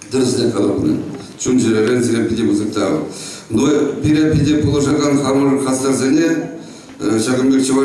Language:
Chuvash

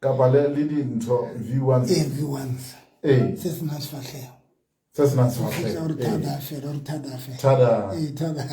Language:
Southern Sotho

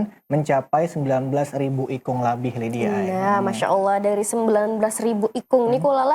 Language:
Banjar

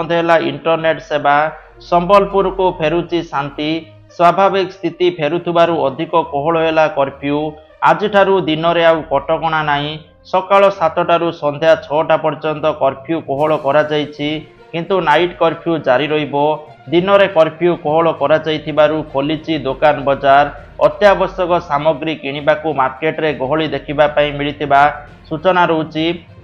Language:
Odia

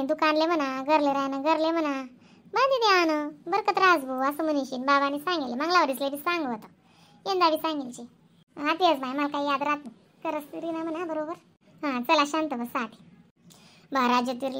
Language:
Khandesi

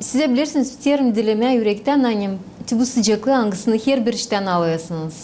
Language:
Gagauz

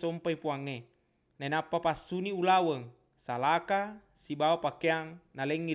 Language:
Buginese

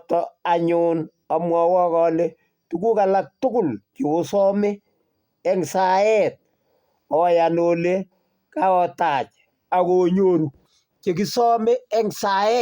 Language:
Kalenjin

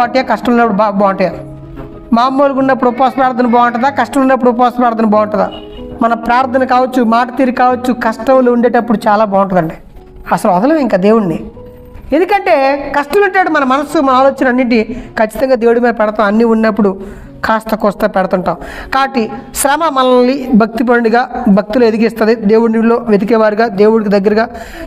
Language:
Telugu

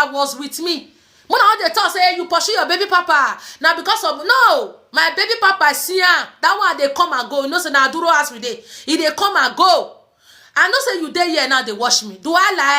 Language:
Nigerian Pidgin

